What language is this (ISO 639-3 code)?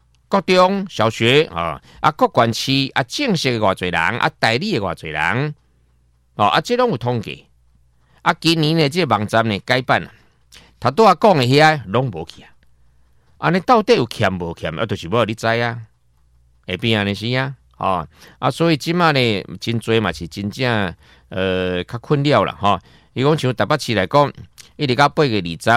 nan